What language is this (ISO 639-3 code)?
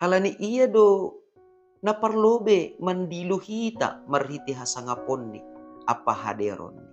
bts